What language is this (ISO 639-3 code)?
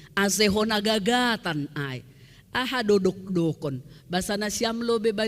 bts